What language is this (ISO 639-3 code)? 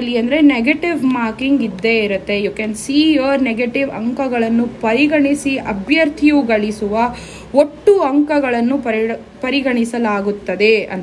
kan